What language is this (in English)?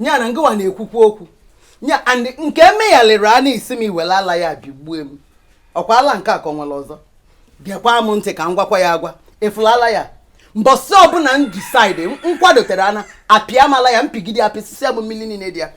Igbo